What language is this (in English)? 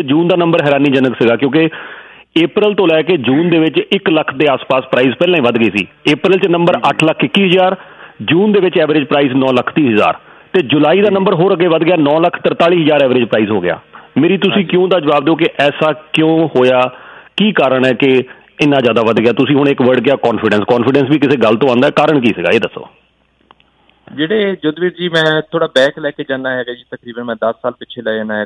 Punjabi